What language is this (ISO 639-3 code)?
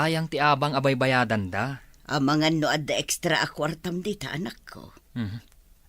ilo